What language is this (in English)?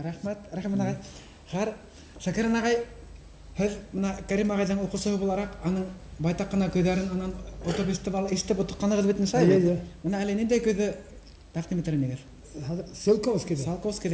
Bashkir